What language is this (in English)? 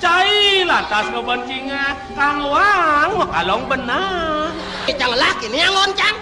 Balinese